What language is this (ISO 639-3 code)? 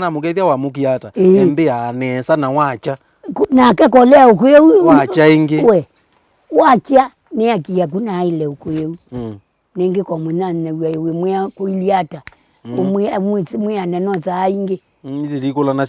kam